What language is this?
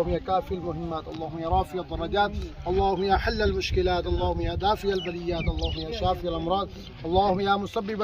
Pahari-Potwari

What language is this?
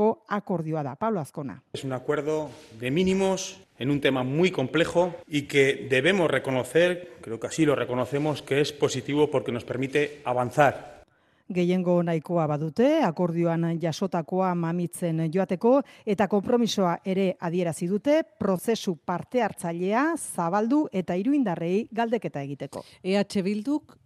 Basque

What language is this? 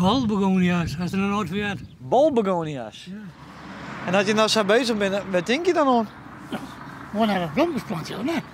Western Frisian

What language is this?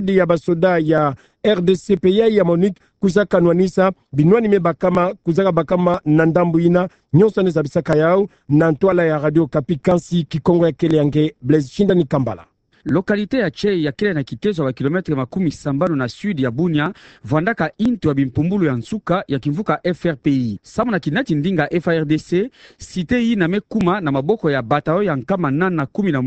Kituba (Democratic Republic of Congo)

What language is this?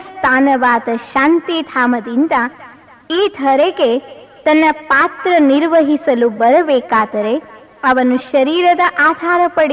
Kannada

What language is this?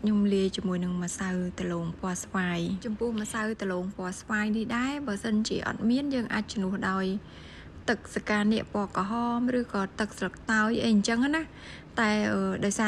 Khmer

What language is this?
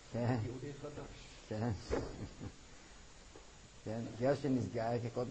Hebrew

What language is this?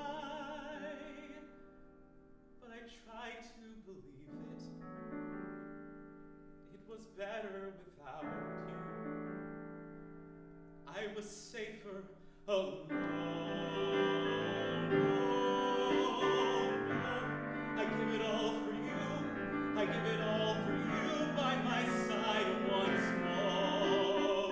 English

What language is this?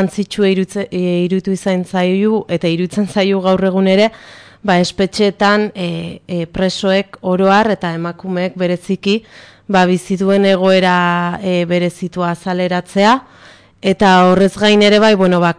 Basque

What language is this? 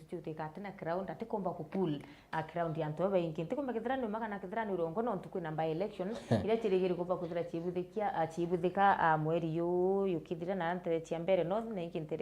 Meru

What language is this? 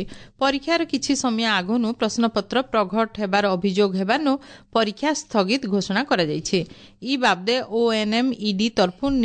Odia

